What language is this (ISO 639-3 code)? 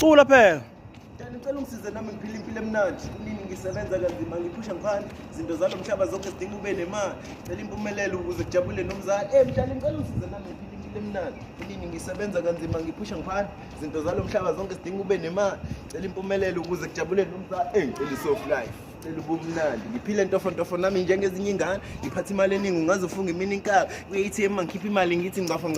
zul